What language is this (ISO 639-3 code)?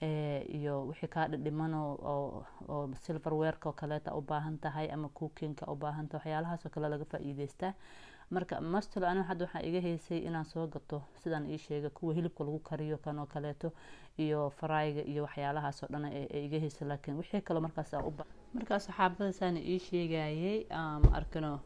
som